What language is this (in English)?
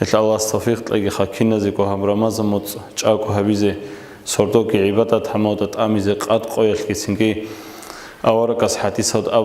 Avaric